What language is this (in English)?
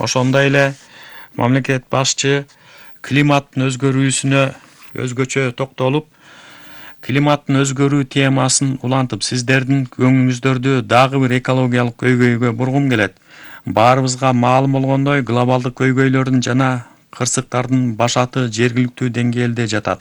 Kyrgyz